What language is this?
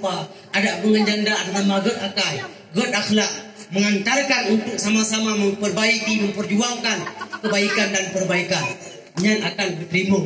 Achinese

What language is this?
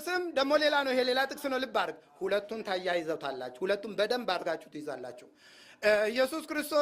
Amharic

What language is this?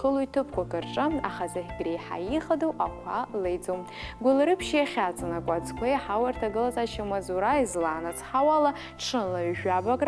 Abkhazian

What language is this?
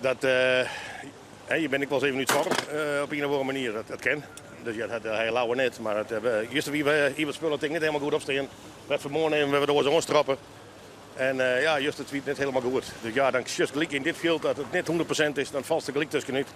Western Frisian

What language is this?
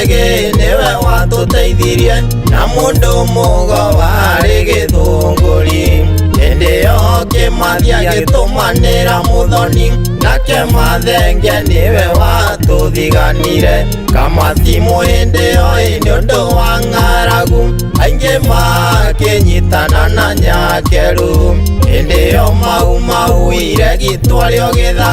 Kikuyu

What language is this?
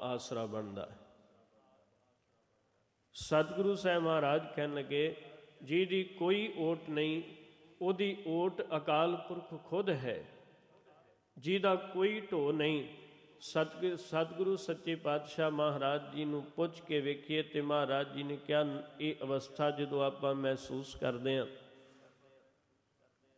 Punjabi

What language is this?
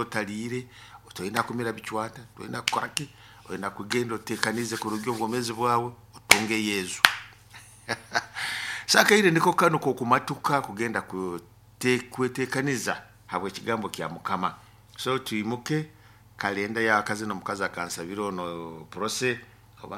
Nyoro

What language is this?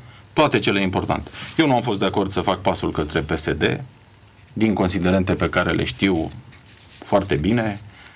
Romanian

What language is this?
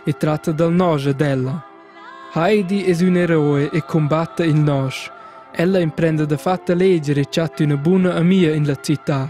Romansh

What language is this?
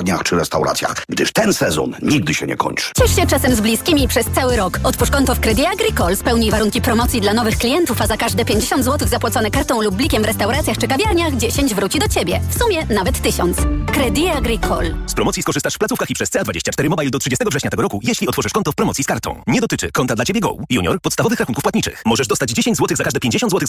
Polish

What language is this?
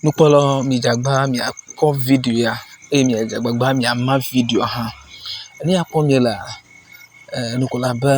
Ewe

